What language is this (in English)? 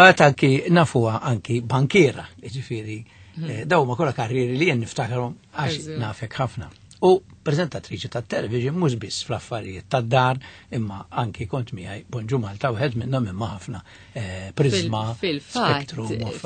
Maltese